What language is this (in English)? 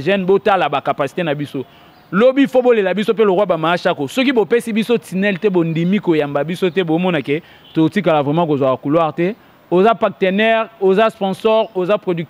Lingala